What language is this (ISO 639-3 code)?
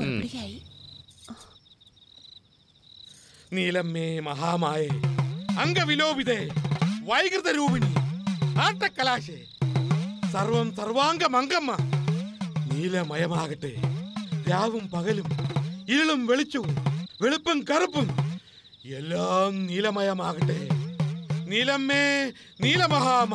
mal